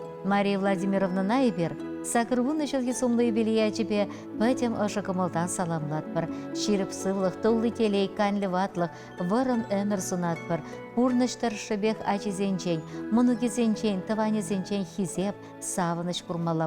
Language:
Chuvash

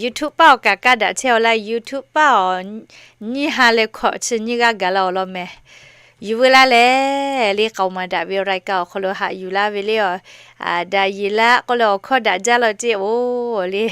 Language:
Lahu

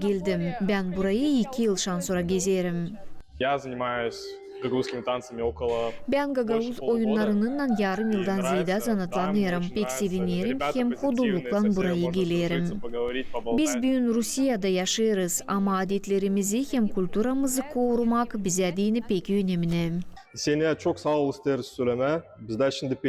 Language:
Gagauz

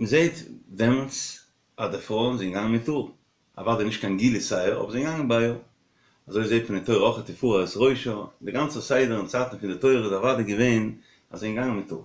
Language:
Yiddish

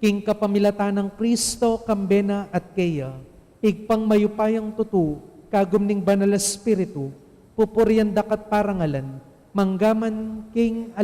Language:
Pampanga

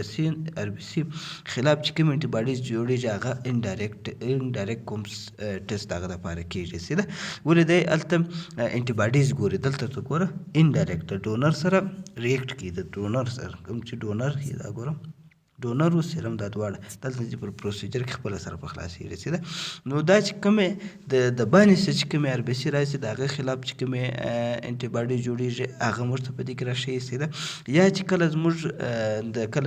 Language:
Pashto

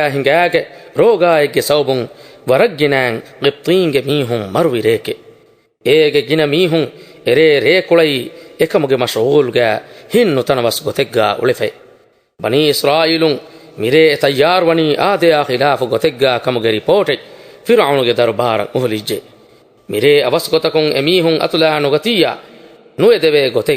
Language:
Divehi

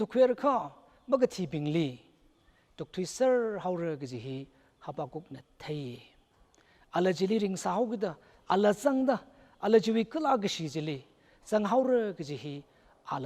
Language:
Tangkhul Naga (India)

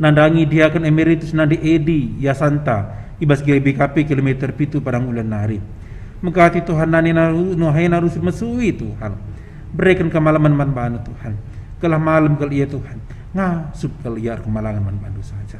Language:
Batak Karo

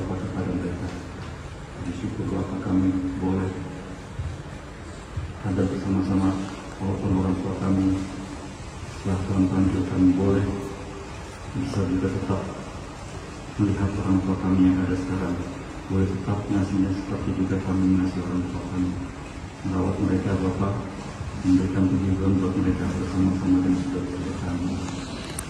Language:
Indonesian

